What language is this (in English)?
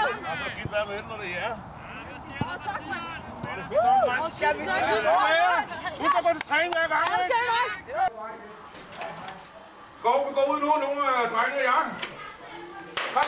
Danish